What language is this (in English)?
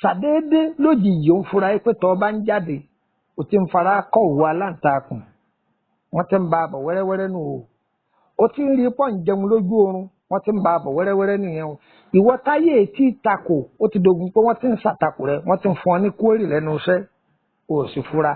Yoruba